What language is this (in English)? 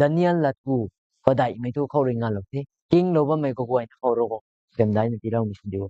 Rongmei Naga